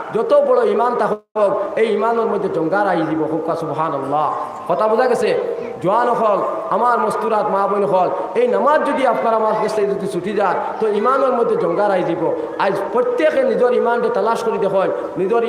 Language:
Sylheti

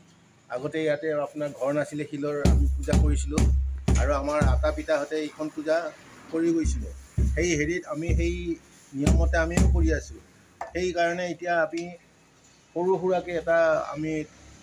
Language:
Assamese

